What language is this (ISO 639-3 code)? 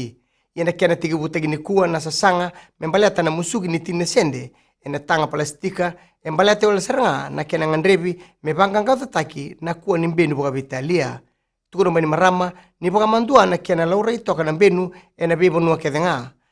fij